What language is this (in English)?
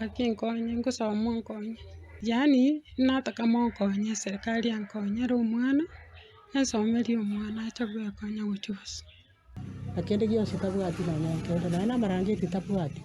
Gusii